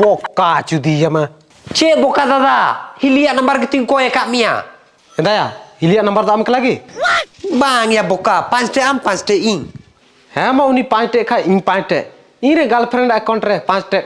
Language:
Santali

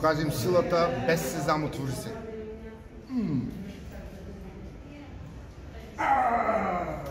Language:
Bulgarian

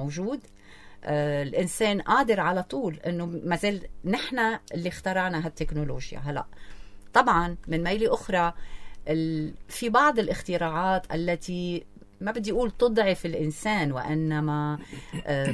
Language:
North Levantine Arabic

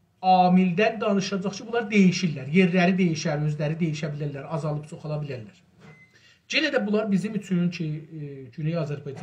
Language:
South Azerbaijani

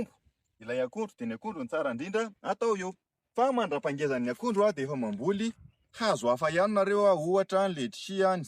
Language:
Malagasy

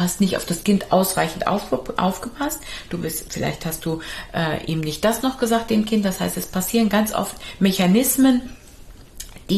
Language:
German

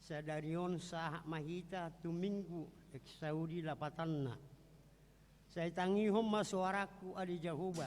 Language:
Batak Toba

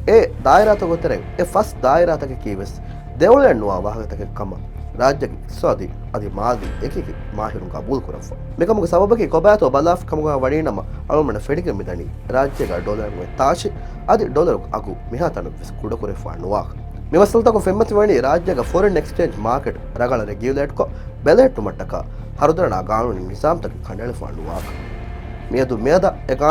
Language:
Divehi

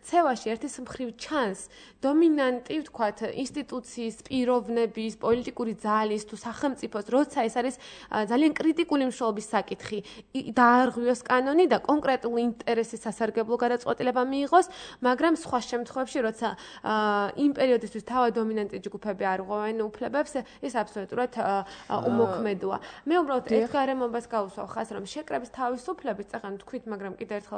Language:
Georgian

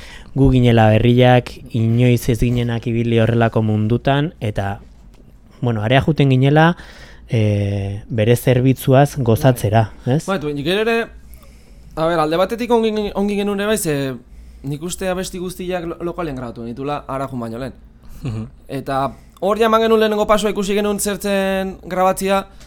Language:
Basque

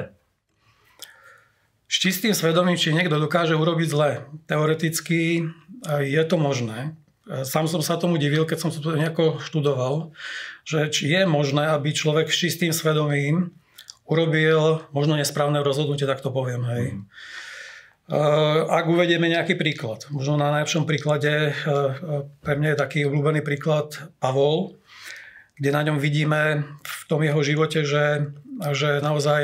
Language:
Slovak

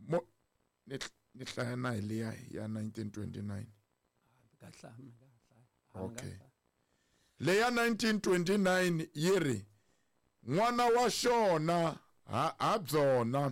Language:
Tsonga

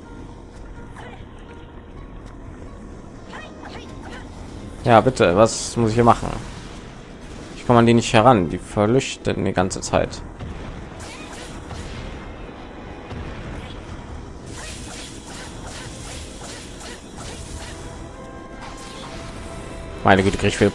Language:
German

